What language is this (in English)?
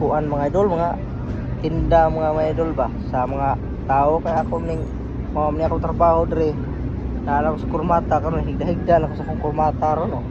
Cebuano